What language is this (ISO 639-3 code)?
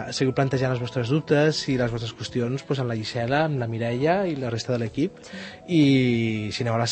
cat